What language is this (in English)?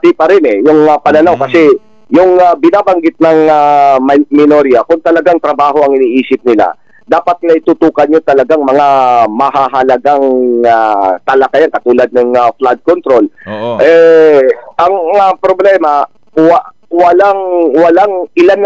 Filipino